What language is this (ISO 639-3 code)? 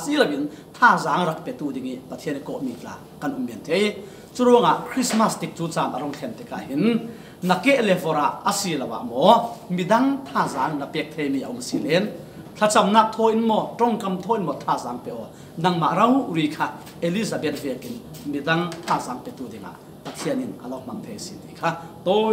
cfm